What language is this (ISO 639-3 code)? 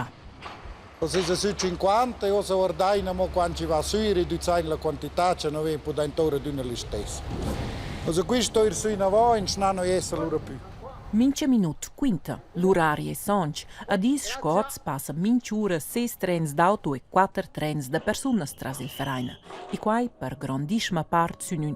roh